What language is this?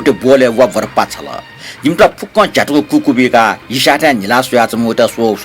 Newari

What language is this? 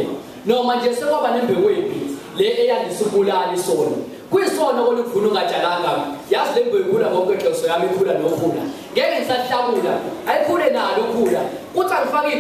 Zulu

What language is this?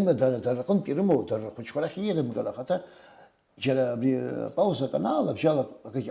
Abkhazian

